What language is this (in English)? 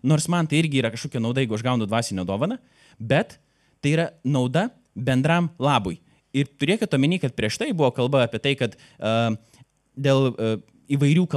Lithuanian